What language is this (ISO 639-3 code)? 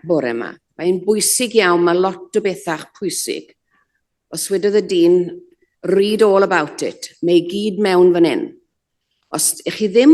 cym